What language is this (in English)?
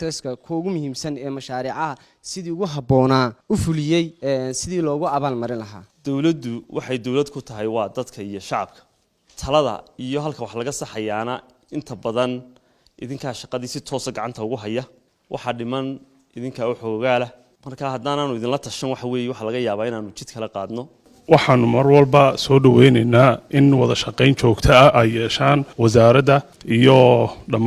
Somali